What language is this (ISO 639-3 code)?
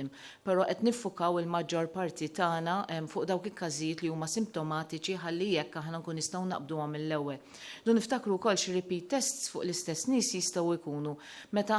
mlt